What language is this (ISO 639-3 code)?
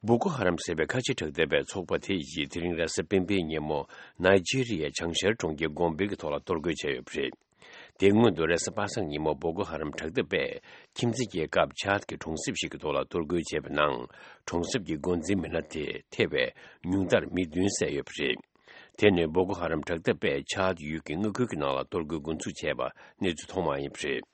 bod